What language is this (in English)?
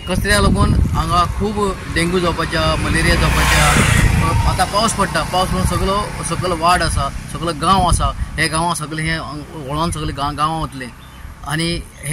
Konkani